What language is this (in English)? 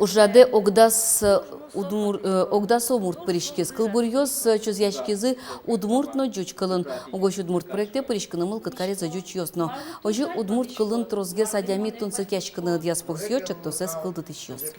Udmurt